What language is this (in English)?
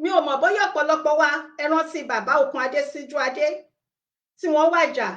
Yoruba